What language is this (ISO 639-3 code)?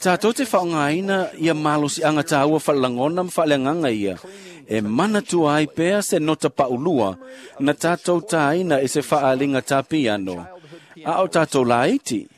smo